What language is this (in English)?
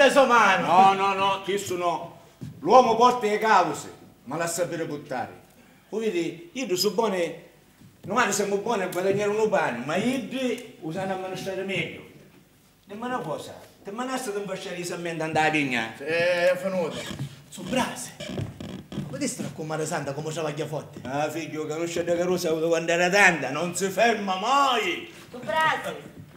Sicilian